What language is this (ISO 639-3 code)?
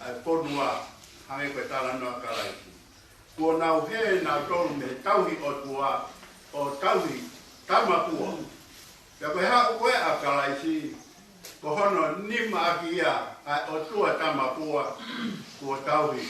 ton